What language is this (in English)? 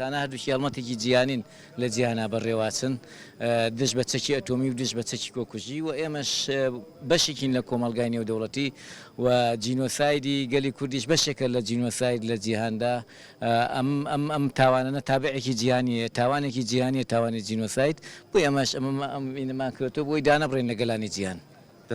Central Kurdish